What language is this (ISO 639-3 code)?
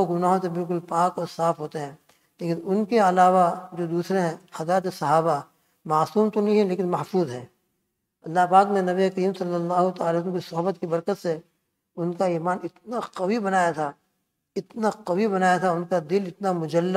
urd